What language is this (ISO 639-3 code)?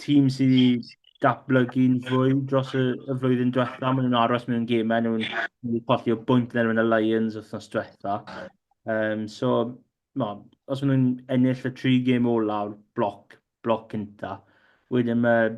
cym